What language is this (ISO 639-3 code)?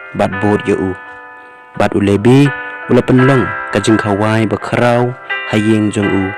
kha